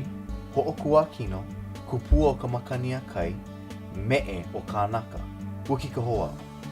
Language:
Hawaiian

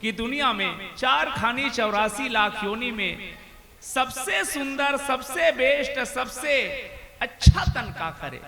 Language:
Chhattisgarhi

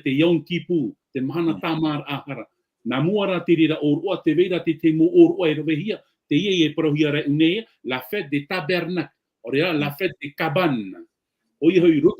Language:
Tahitian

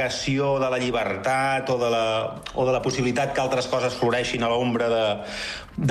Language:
Catalan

